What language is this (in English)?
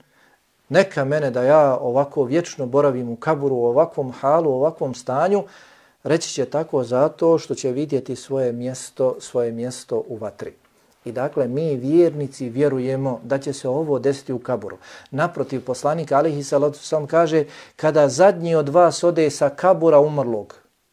Bosnian